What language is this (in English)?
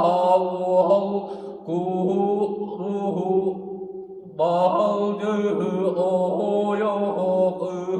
Yakut